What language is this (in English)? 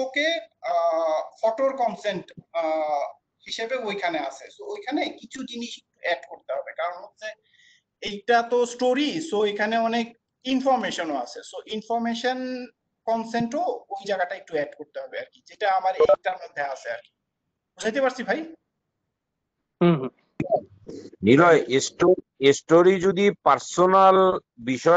Bangla